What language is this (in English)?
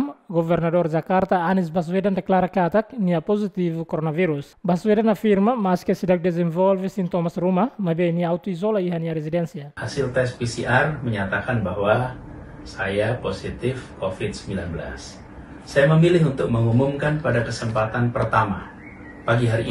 Tetum